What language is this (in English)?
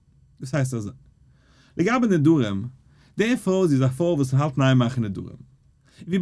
Yiddish